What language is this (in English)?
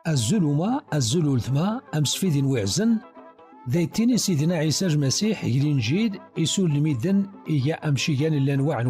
Kabyle